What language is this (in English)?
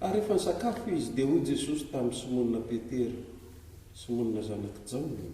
Malagasy